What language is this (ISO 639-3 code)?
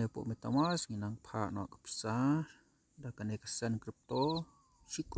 kha